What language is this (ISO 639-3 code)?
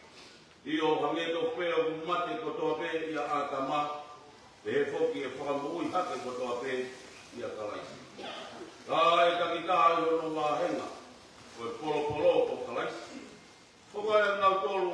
ton